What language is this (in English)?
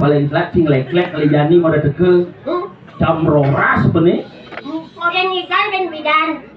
Balinese